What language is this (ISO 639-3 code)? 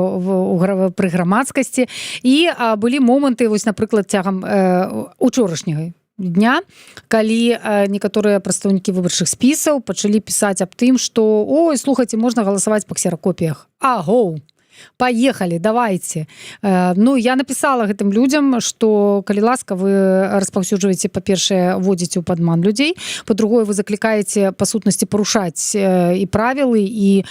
bel